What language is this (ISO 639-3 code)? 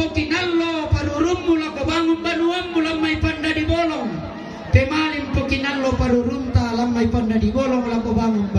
sda